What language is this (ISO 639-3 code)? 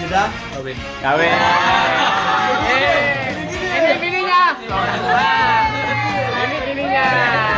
msa